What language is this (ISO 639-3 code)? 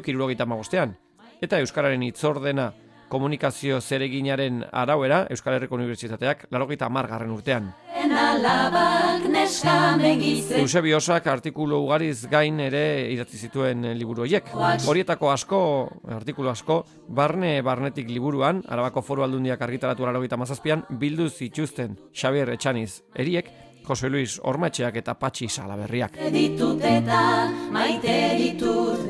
eus